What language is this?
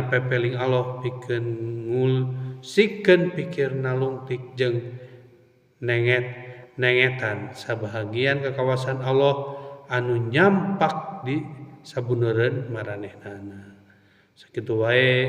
Sundanese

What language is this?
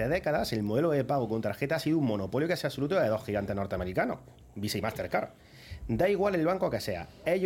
Spanish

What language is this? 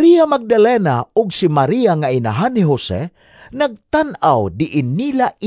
Cebuano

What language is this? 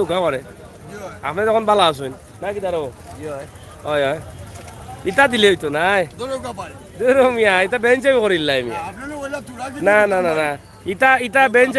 Sylheti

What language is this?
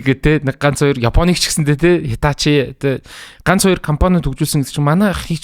Mongolian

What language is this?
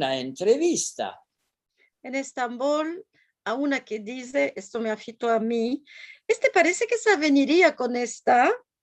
Ladino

